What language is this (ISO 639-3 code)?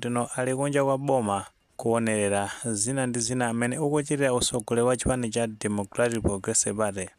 nya